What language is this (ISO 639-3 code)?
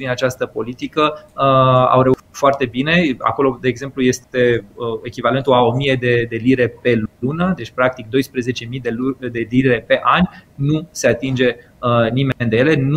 ron